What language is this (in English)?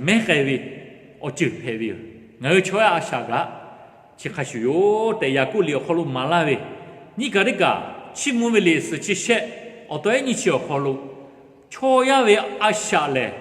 Lahu